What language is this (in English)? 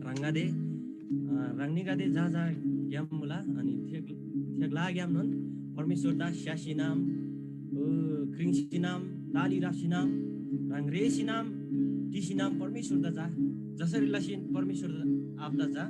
Eastern Tamang